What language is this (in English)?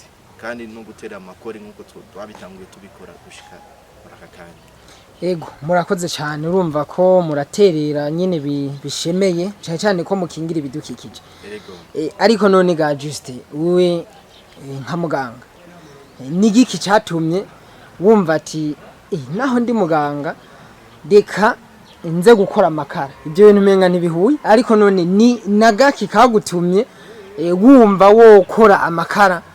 Rundi